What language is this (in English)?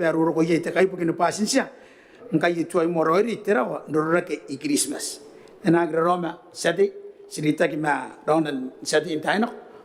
Gilbertese